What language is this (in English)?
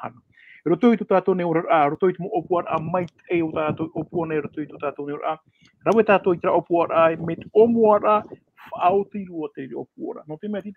Tahitian